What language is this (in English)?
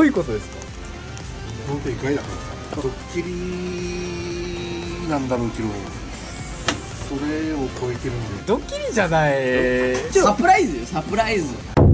Japanese